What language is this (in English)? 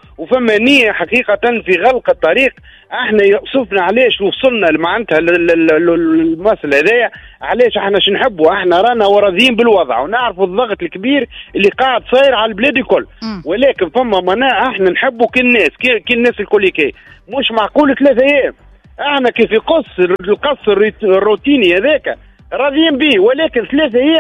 Tunisian Arabic